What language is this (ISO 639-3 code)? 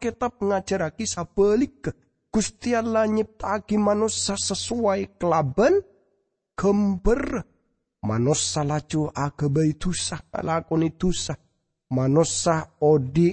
mad